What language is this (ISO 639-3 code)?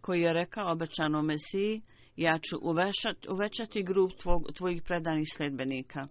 bos